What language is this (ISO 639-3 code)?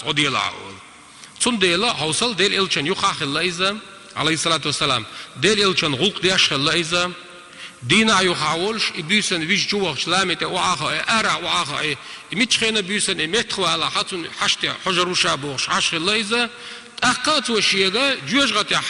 che